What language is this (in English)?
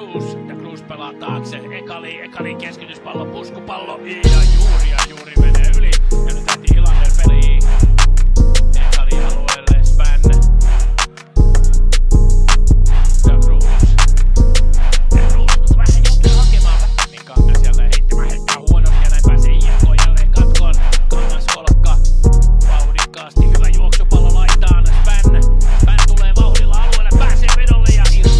Finnish